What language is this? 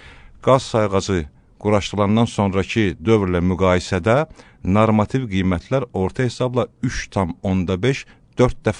Azerbaijani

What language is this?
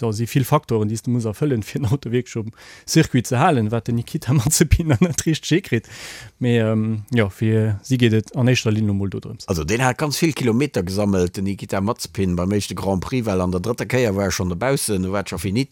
Luxembourgish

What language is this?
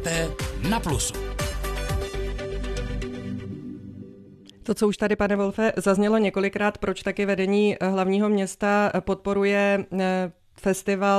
Czech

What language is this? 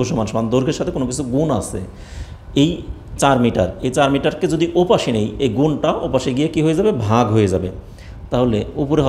Bangla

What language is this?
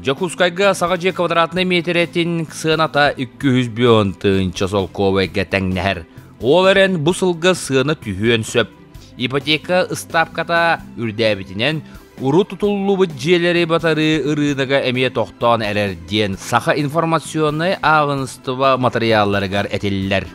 Yakut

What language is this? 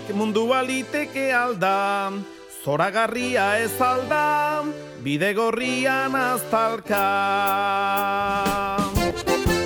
Basque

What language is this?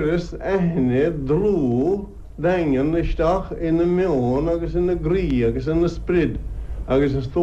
Irish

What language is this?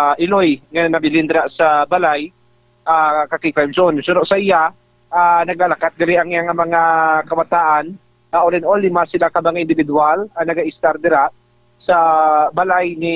Hiligaynon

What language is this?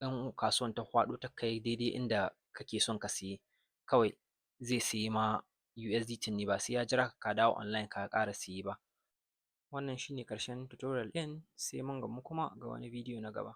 Hausa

